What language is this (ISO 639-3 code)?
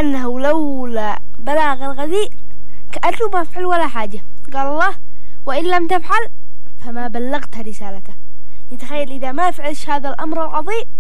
ara